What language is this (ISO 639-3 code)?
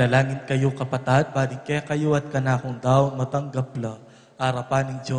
pam